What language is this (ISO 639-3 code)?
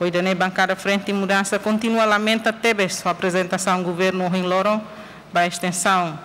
tet